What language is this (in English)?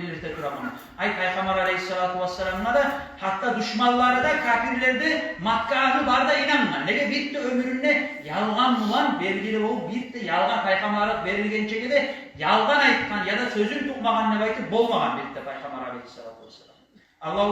Kumyk